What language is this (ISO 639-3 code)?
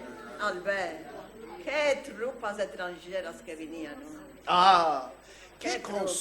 lad